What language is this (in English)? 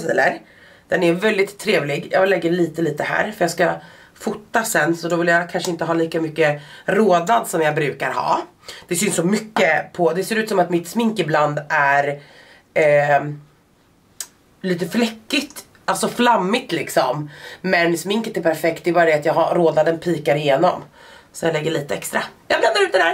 Swedish